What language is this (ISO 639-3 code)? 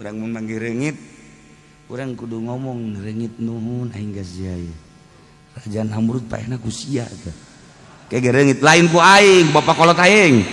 sun